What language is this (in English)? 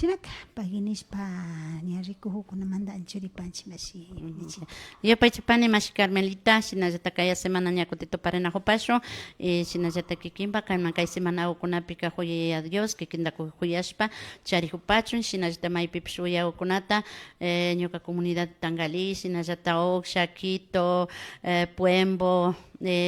Imbabura Highland Quichua